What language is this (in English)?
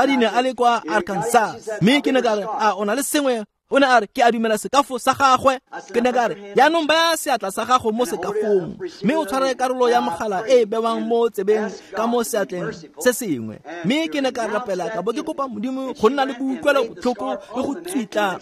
Tswana